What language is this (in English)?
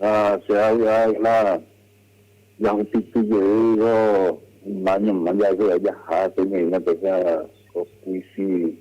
Guarani